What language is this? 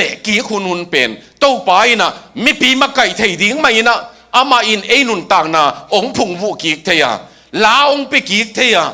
Tedim Chin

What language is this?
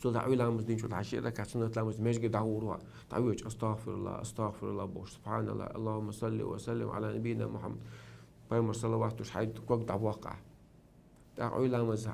Chechen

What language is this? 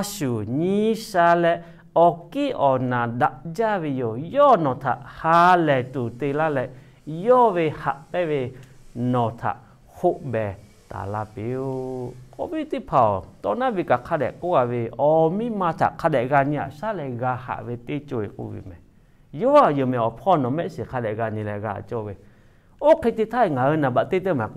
Lahu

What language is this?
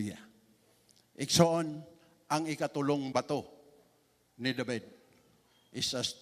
Cebuano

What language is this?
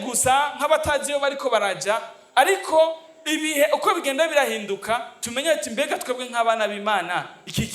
Rundi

